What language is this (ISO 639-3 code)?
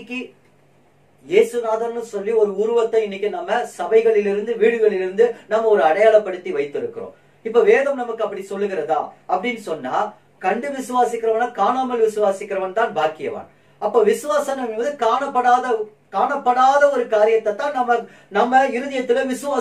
tam